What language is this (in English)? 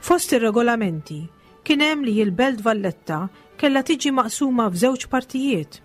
Maltese